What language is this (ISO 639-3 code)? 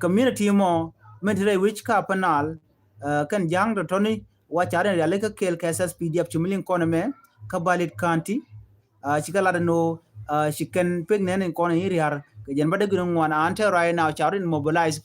nus